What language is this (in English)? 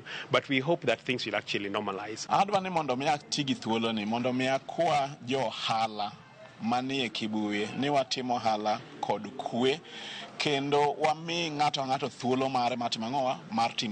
Luo (Kenya and Tanzania)